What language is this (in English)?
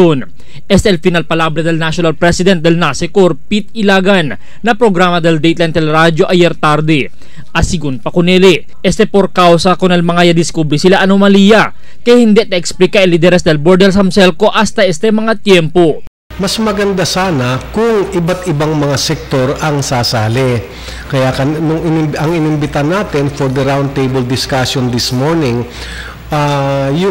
Chavacano